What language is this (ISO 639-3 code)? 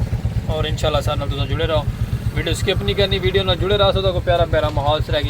skr